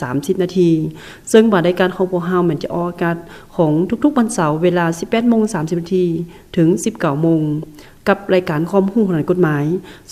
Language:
Lao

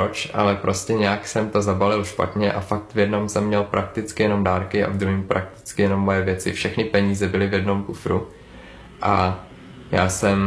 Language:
Czech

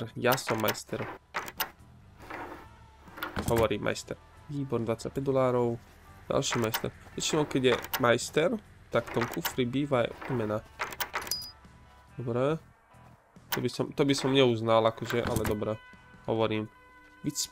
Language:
Slovak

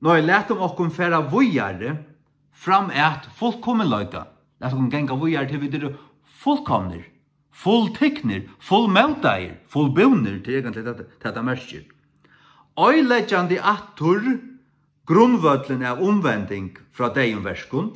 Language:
Faroese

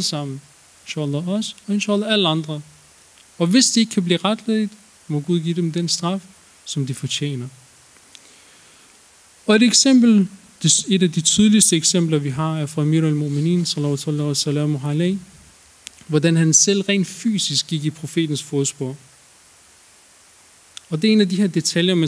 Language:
Danish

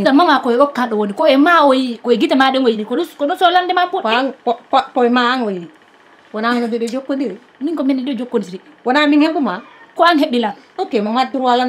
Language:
Fula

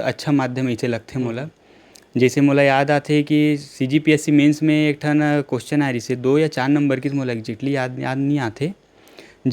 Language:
Chhattisgarhi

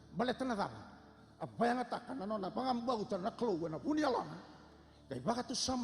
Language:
Fijian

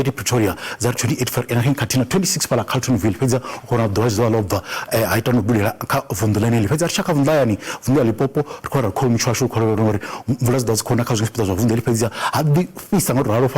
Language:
Venda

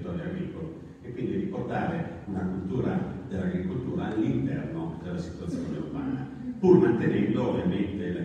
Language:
Italian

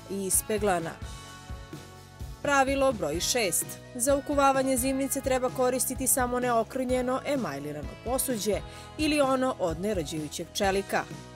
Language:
Serbian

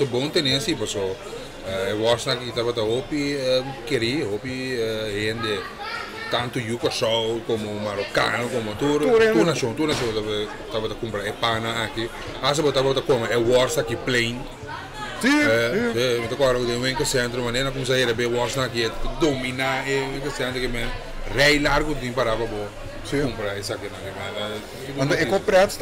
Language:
Papiamento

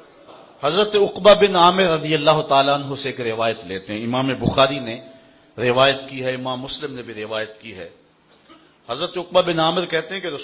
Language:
Urdu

